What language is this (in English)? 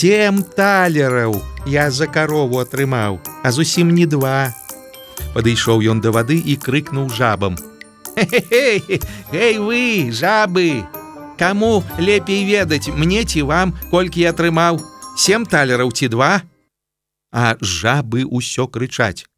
Belarusian